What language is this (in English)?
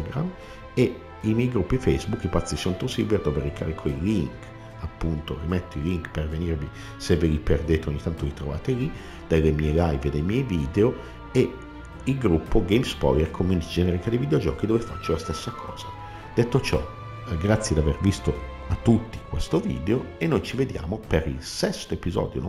Italian